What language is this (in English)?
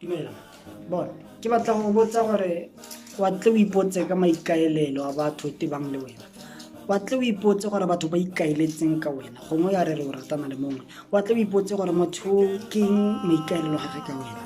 Tswana